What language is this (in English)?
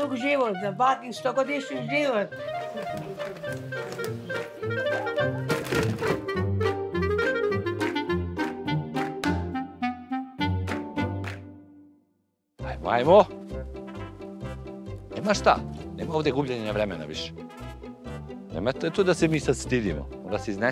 Serbian